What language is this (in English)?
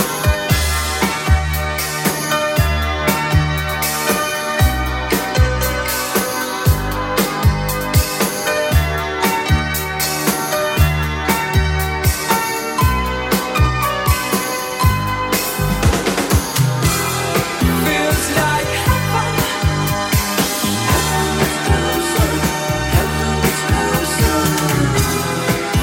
German